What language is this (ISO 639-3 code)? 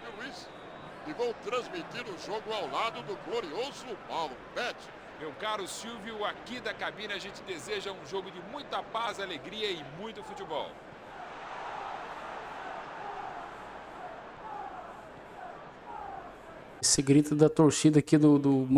por